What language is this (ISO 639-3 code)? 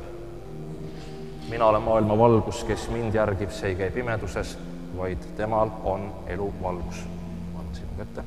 est